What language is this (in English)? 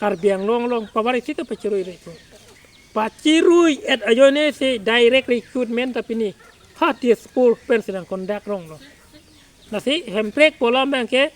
Karbi